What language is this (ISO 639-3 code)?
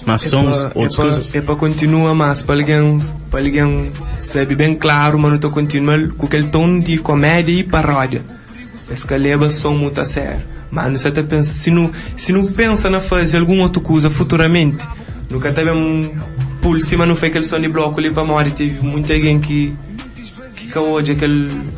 kea